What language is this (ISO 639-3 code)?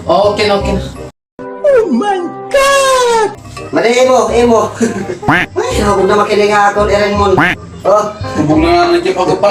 war